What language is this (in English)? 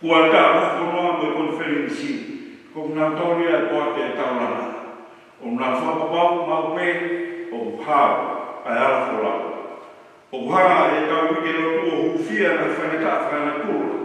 Tongan